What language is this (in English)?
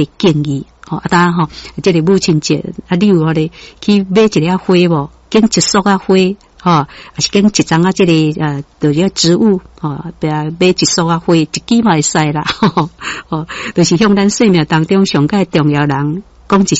Min Nan Chinese